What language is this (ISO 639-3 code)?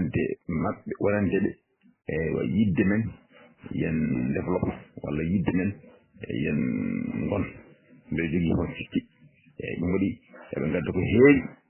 ful